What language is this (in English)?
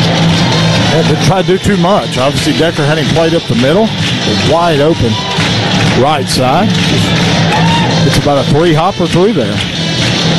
English